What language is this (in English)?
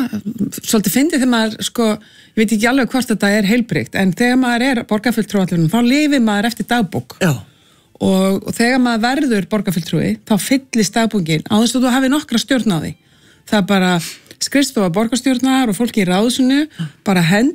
Icelandic